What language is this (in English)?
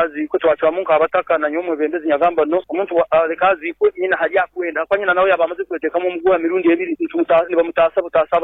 Nyoro